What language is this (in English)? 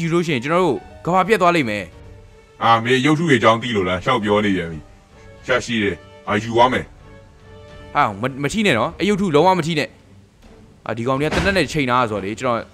Burmese